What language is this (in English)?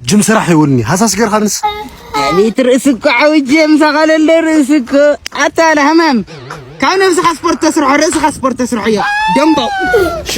Tigrinya